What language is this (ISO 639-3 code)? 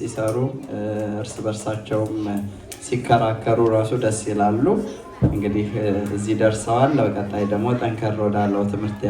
amh